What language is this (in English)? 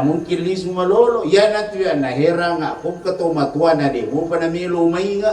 Buginese